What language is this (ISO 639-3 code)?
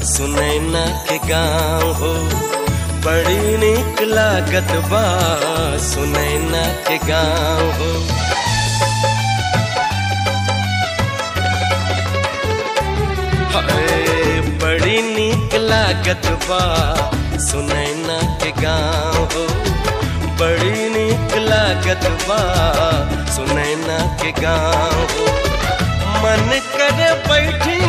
bho